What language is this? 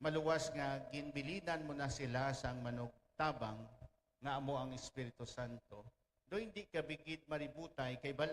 Hiligaynon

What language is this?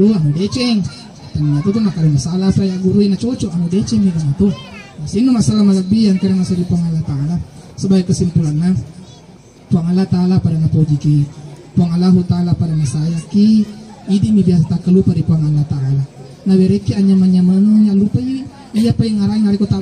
Buginese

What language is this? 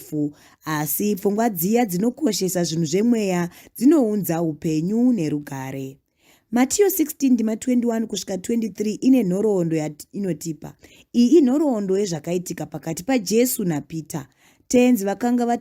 Shona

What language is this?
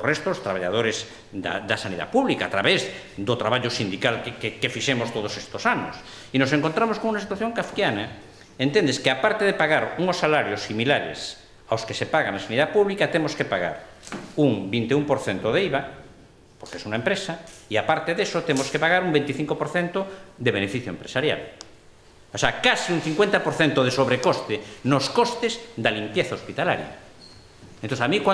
Galician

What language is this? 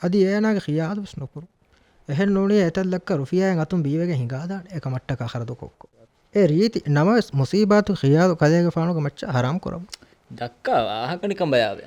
Divehi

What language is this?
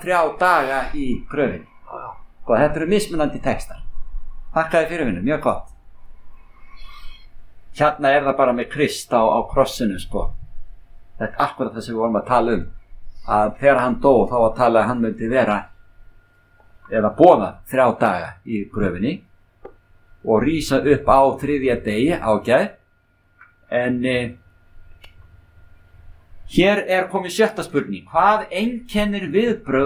Icelandic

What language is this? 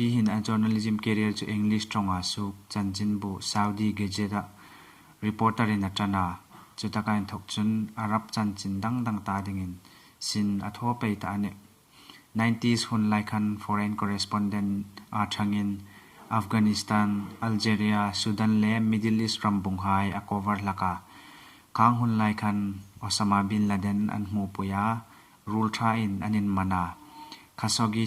Hmar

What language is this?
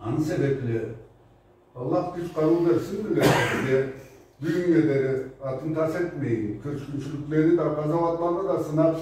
Karachay-Balkar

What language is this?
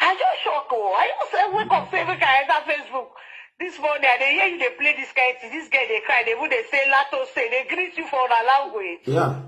Nigerian Pidgin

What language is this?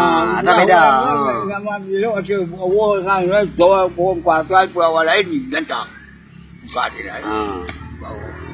Achinese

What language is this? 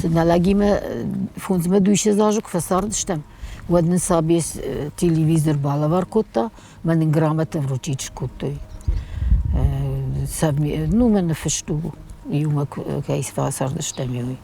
Ossetic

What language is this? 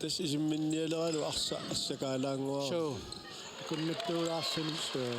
Kalaallisut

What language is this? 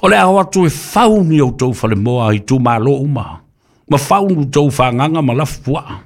Samoan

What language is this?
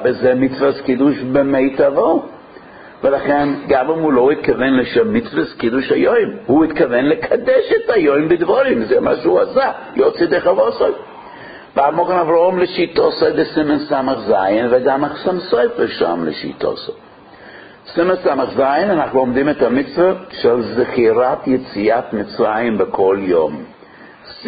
Hebrew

